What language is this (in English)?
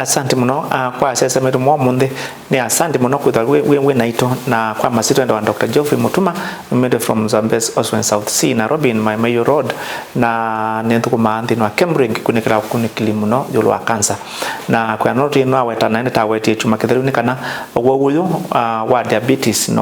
Kamba